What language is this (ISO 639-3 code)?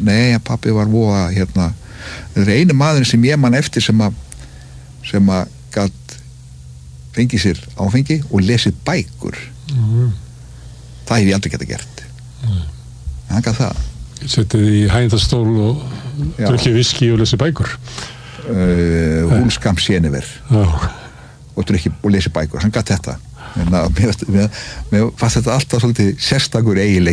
isl